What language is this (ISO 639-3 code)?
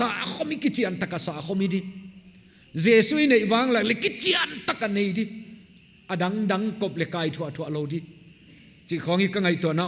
pck